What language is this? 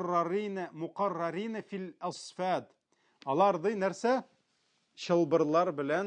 Tatar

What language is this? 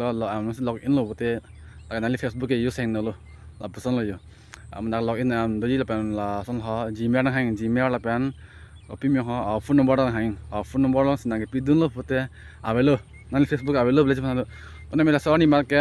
Karbi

